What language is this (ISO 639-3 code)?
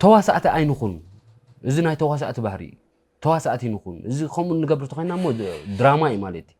tir